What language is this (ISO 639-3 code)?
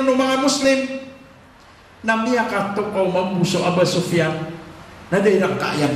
mrw